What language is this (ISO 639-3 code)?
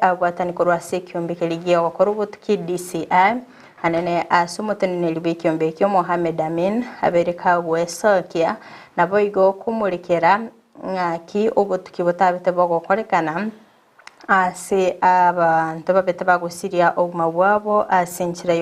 guz